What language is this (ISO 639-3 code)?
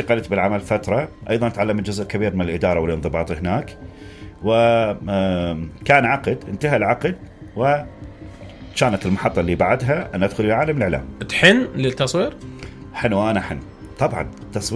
acm